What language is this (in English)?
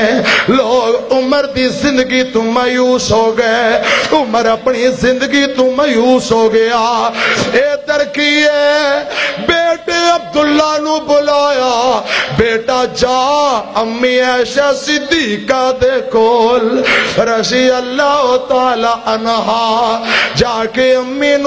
Western Panjabi